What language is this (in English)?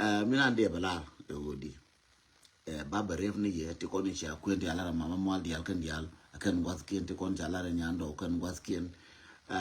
Nuer